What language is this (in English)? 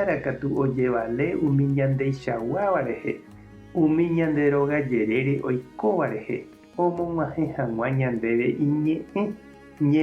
Guarani